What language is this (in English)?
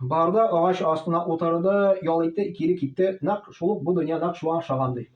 Tatar